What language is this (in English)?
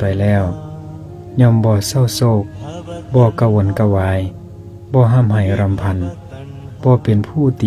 Lao